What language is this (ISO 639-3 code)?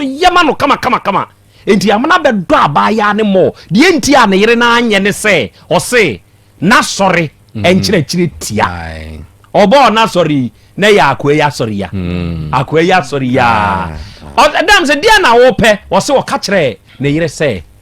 aka